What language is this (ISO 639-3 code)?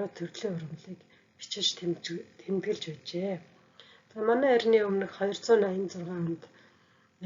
mon